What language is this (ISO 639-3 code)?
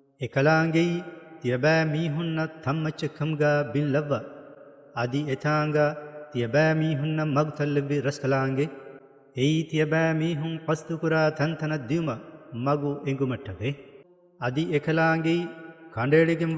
div